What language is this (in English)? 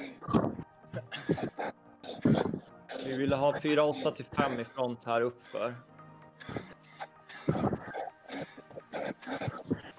Swedish